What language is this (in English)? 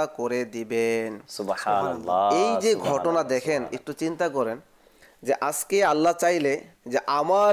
Bangla